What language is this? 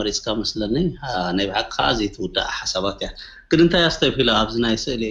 Tigrinya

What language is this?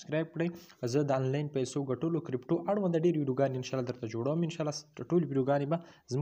Pashto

